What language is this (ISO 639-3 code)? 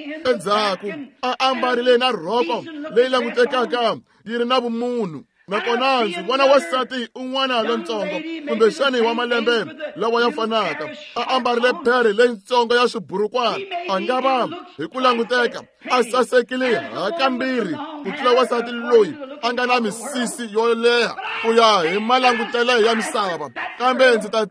tso